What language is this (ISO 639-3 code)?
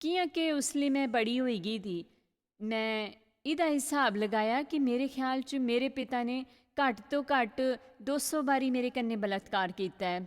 doi